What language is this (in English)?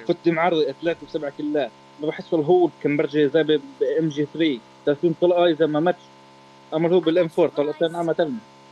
North Levantine Arabic